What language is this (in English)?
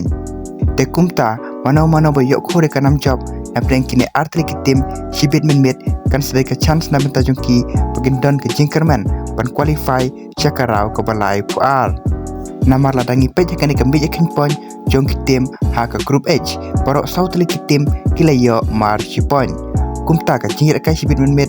Khasi